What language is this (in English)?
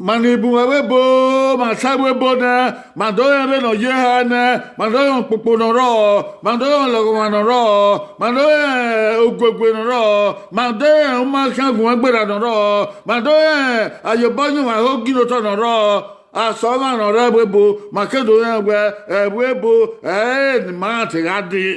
Bini